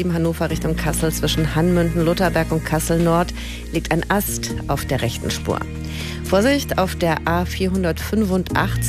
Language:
German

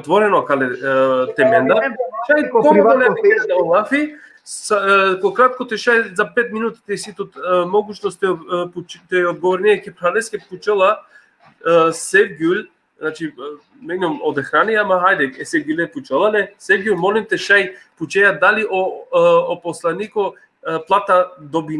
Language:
Balkan Romani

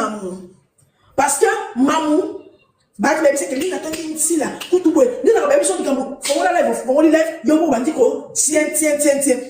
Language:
Lingala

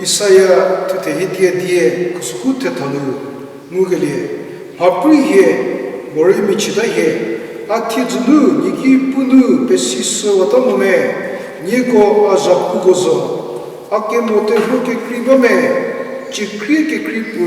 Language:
Angami Naga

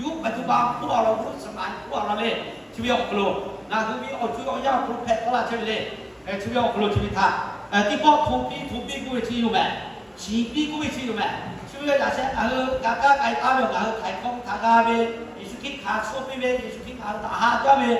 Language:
Lahu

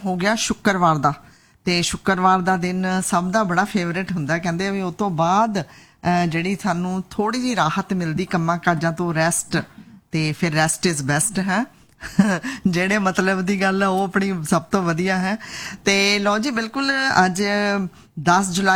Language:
Punjabi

